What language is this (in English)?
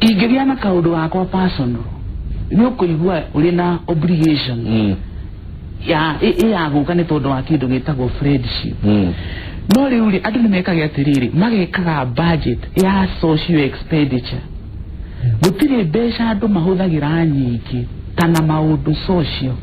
Kikuyu